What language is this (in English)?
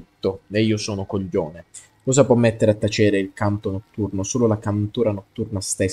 Italian